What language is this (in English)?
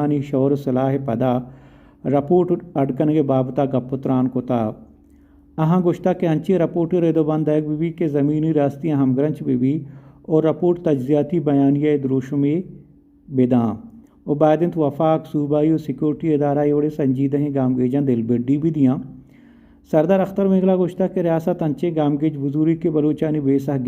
Baluchi